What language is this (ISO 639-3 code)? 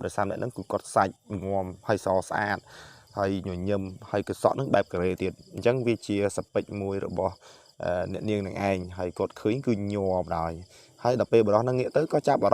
khm